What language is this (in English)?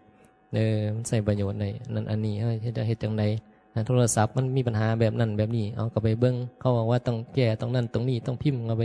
Northeastern Thai